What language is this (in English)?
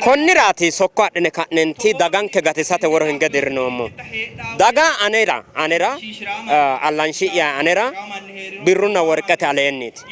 Sidamo